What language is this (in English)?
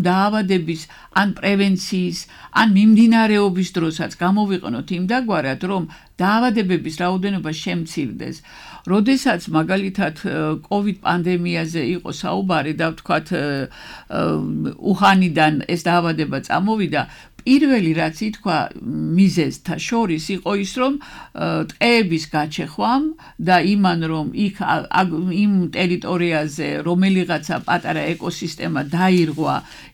Georgian